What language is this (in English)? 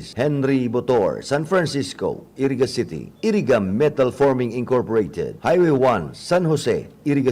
Bikol